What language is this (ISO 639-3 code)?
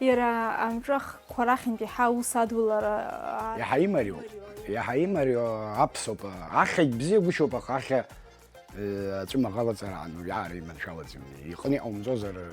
abk